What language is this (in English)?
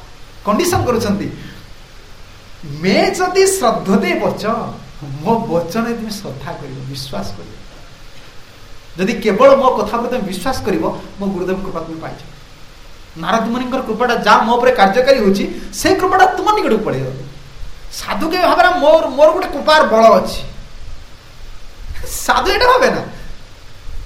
Odia